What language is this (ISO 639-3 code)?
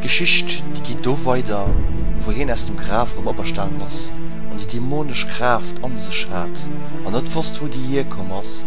ltz